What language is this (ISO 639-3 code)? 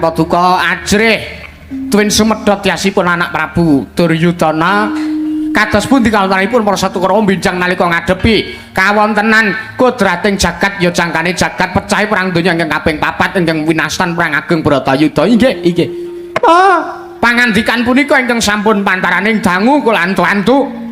jav